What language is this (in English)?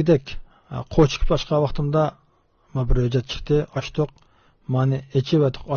Uyghur